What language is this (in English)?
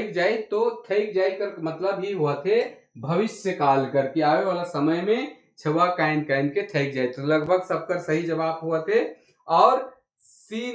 Sadri